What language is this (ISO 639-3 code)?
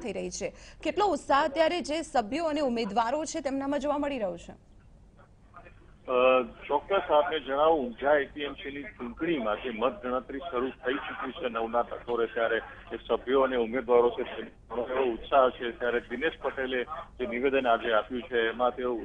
guj